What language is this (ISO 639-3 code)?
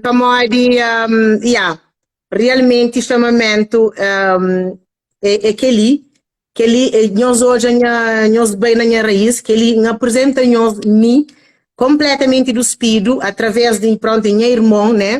kea